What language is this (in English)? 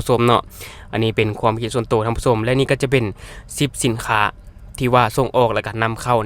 Lao